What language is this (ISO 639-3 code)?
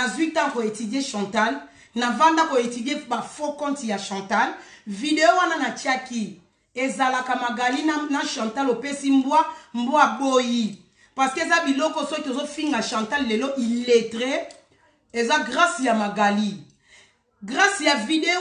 lin